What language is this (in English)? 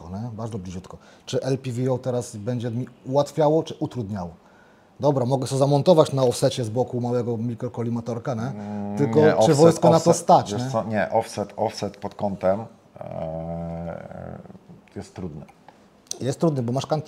Polish